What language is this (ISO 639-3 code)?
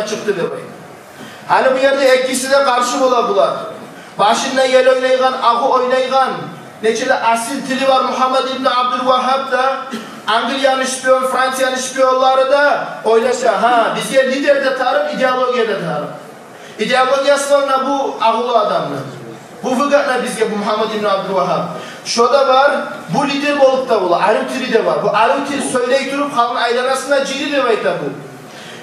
kum